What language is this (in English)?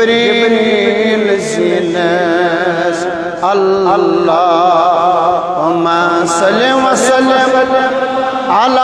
Kashmiri